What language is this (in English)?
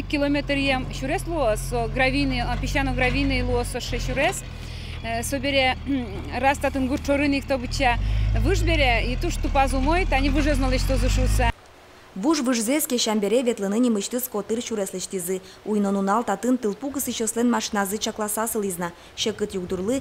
Udmurt